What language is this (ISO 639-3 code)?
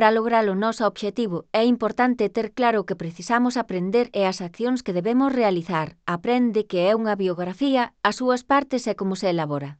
glg